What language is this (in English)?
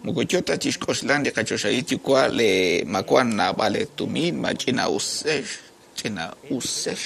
Kekchí